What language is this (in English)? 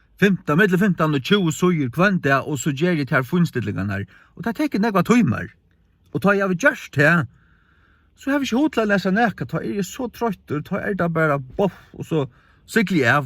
Faroese